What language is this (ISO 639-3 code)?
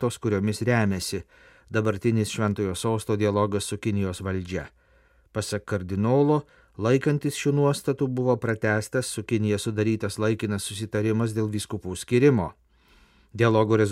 lit